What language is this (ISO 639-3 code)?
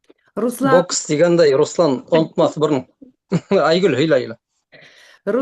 bak